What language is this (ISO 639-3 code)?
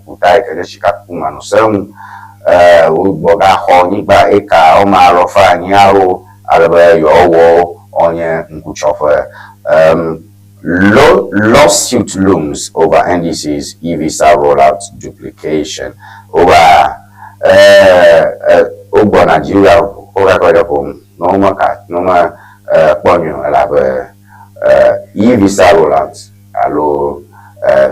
ewe